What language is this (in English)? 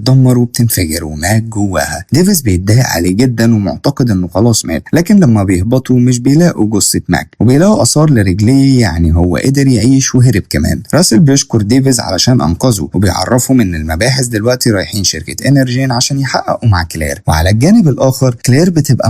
Egyptian Arabic